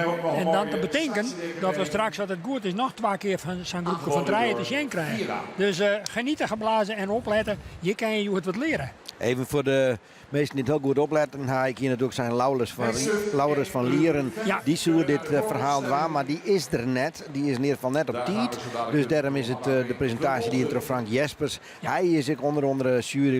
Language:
Western Frisian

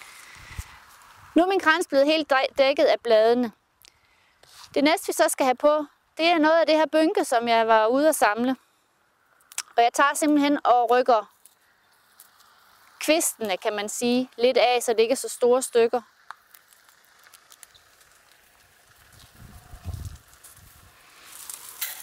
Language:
Danish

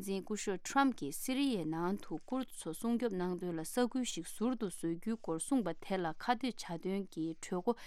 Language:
Tibetan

